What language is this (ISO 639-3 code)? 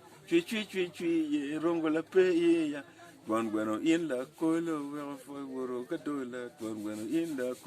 ach